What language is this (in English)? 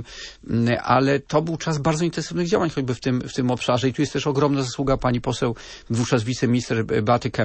Polish